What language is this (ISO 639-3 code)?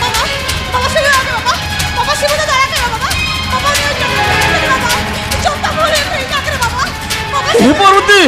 sat